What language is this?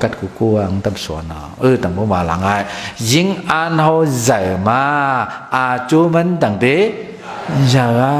Shan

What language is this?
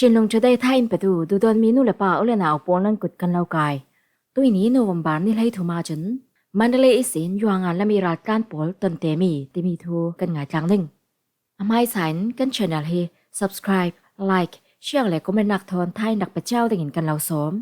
Falam Chin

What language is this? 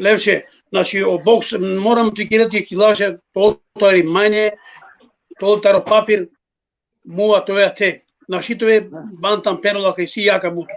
Balkan Romani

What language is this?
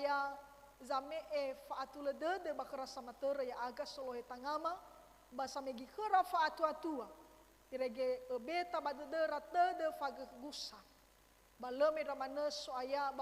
Nias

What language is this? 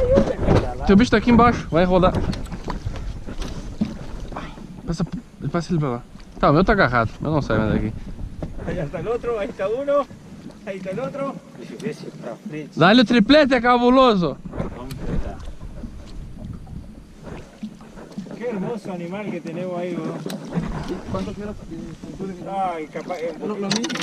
Portuguese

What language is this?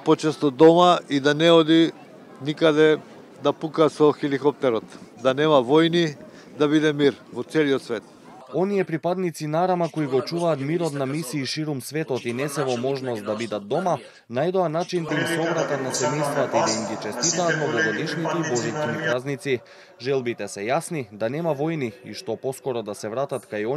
Macedonian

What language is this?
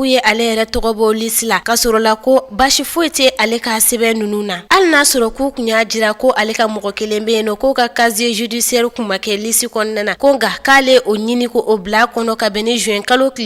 Bambara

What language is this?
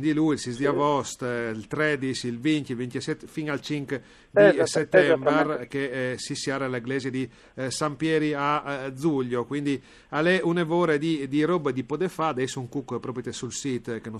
Friulian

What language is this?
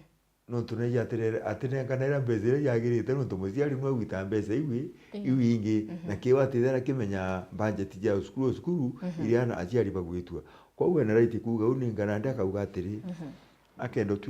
Meru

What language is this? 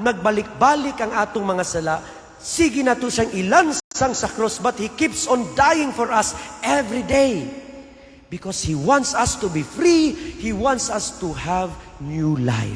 Cebuano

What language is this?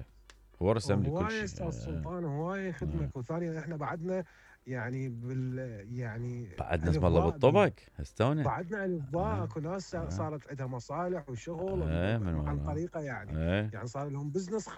Mesopotamian Arabic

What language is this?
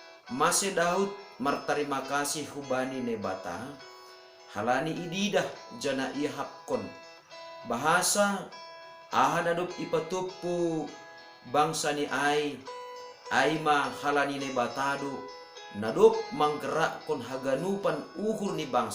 Batak Simalungun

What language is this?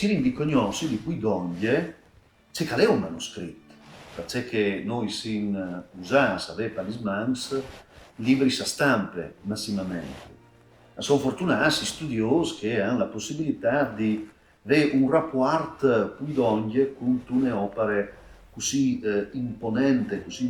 Friulian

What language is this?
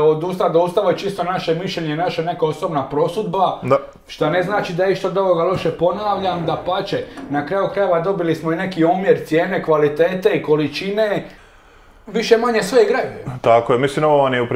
Croatian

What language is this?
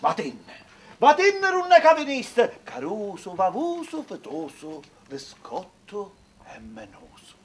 Sicilian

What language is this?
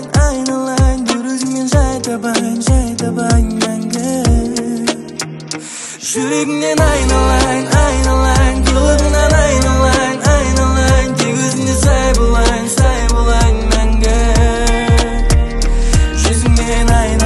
Kazakh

